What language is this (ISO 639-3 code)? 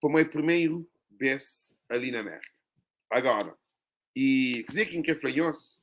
kea